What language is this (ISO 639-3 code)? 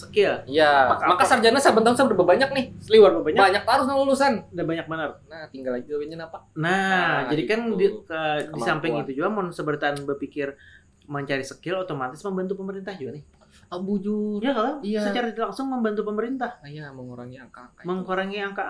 bjn